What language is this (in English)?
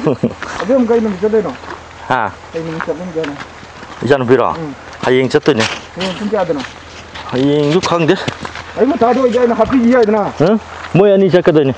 Manipuri